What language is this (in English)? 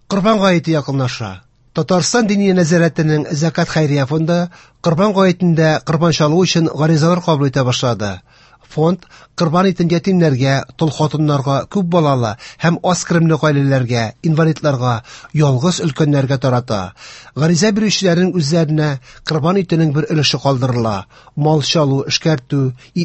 Tatar